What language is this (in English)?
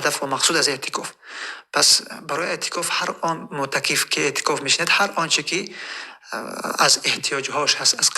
Tajik